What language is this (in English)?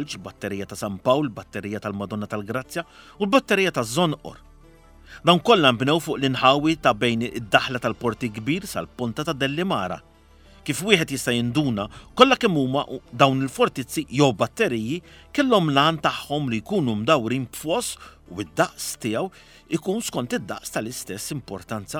Maltese